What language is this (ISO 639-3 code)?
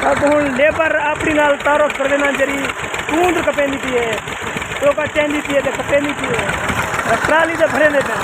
skr